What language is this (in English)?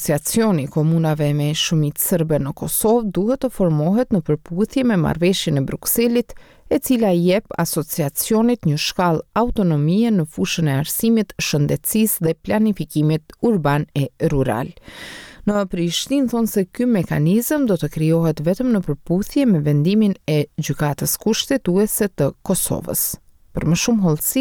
Albanian